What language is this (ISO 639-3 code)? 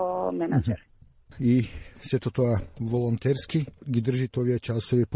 mkd